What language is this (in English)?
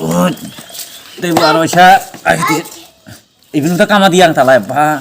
Kok Borok